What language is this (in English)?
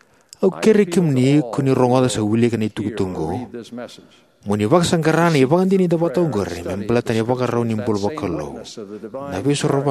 Fijian